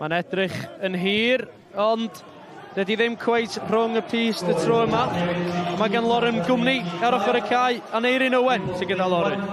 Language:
Welsh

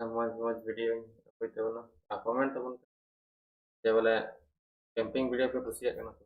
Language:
Santali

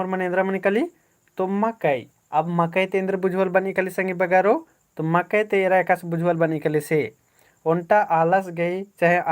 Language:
Kurukh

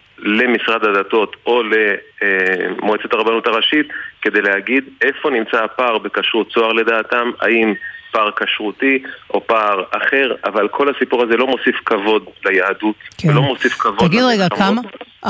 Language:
Hebrew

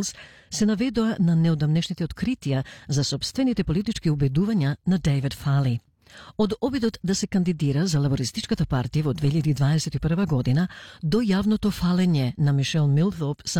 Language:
Macedonian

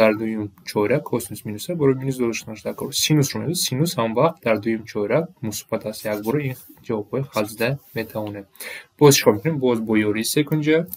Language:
Tajik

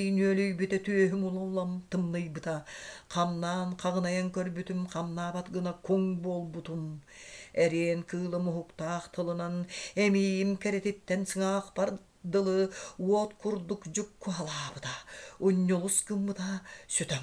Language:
Yakut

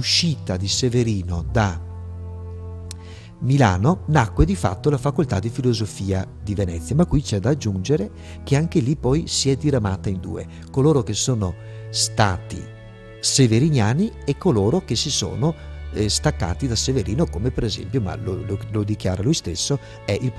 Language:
Italian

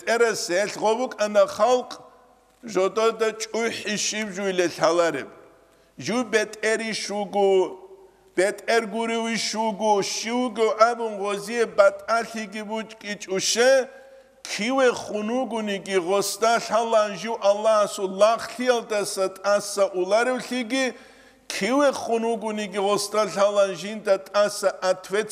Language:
Avaric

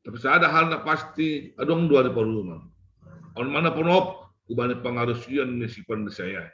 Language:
Batak Simalungun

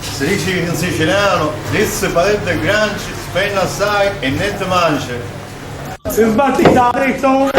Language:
Sicilian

